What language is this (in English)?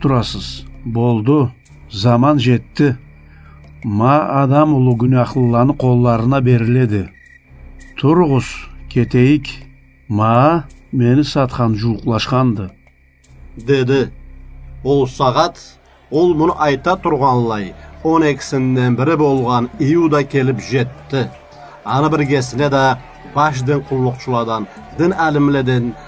Karachay-Balkar